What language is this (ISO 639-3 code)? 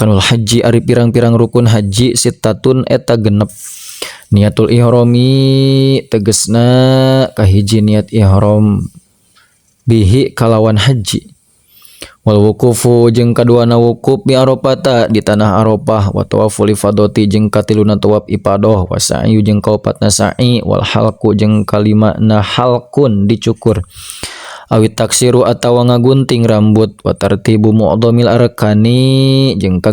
sun